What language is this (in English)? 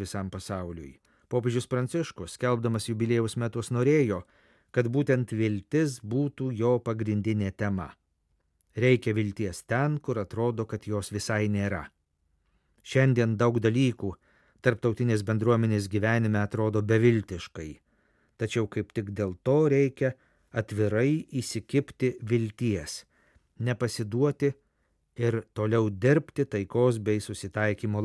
Lithuanian